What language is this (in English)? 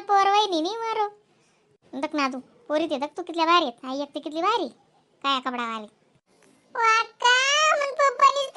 Khandesi